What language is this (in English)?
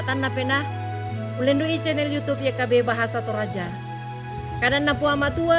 Toraja-Sa'dan